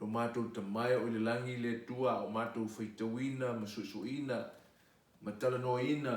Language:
Samoan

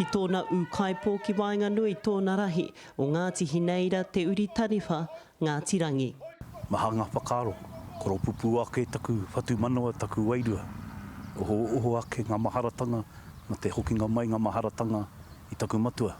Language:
Māori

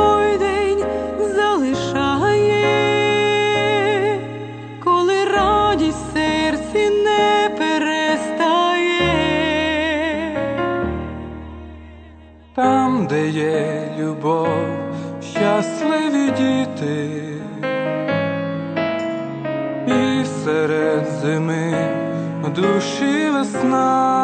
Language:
Ukrainian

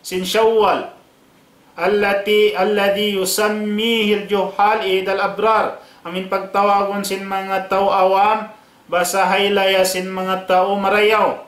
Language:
Tausug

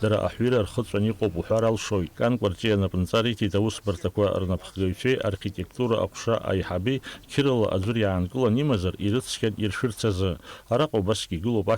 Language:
Abkhazian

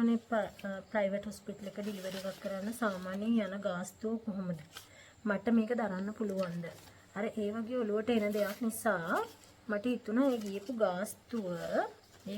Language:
Sinhala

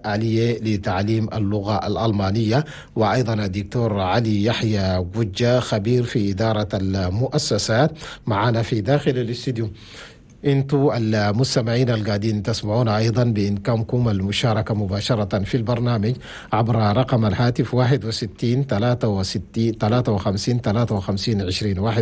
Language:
Chadian Arabic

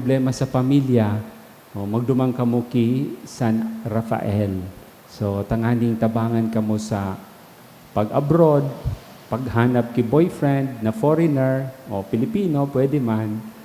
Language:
Bikol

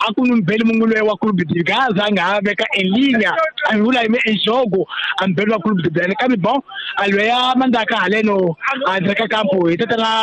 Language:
Tsonga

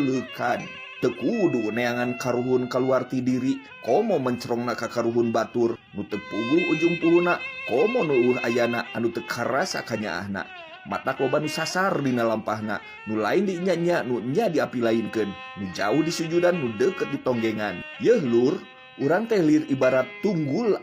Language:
Sundanese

